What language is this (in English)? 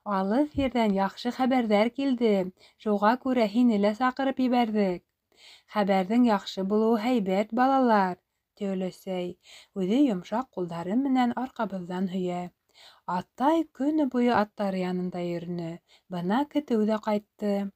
Bashkir